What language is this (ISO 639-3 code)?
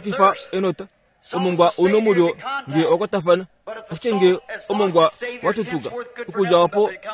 kua